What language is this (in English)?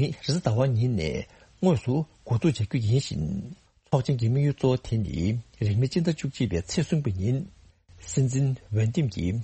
Tibetan